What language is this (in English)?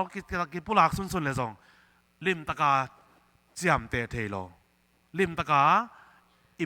Tedim Chin